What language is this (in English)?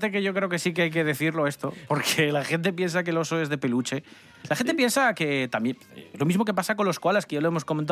Spanish